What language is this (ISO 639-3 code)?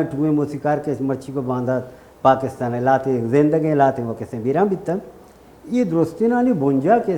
bal